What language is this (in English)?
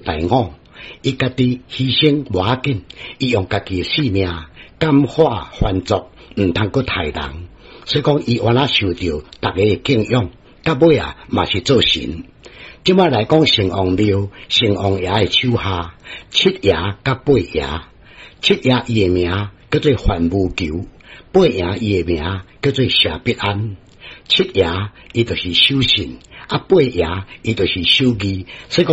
Min Nan Chinese